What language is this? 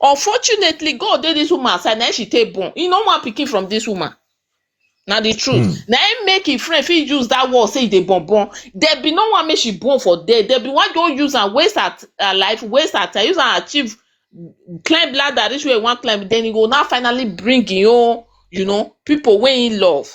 Nigerian Pidgin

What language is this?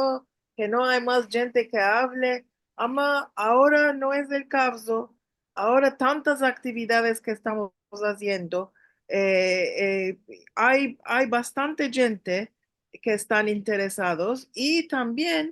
Ladino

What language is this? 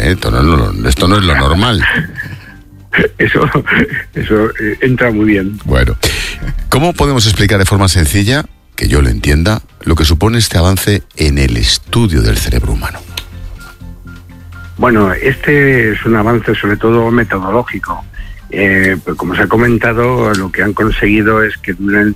Spanish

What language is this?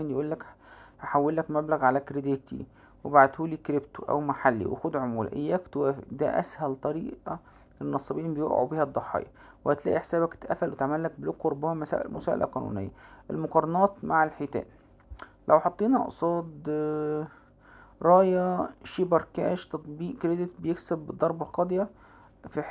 Egyptian Arabic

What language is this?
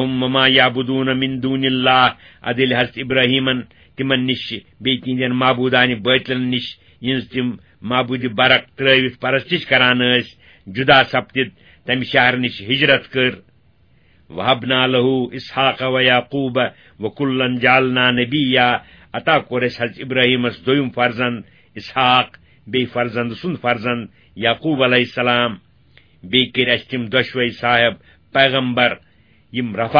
Kashmiri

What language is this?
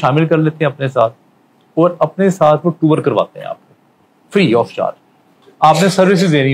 Urdu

